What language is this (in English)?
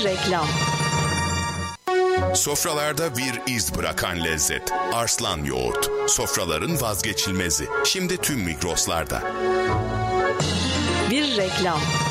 Turkish